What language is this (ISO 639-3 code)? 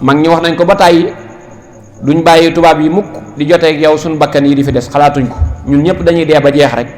wol